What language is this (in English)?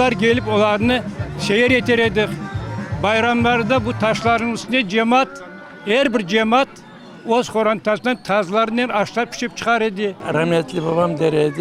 Crimean Tatar